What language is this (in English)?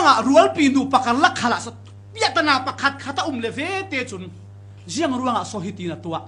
Falam Chin